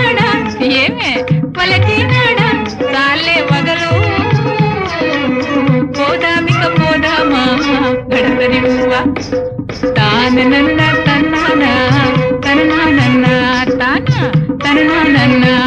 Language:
Telugu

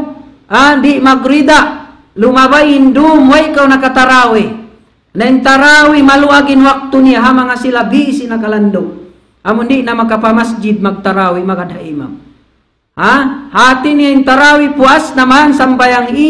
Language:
Tausug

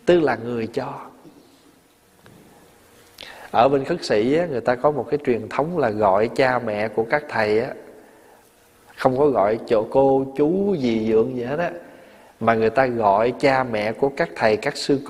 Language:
Vietnamese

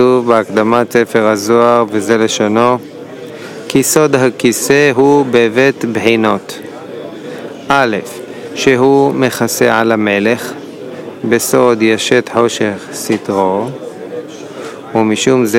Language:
Hebrew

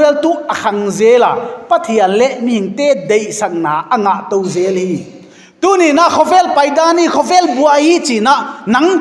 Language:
Paite Chin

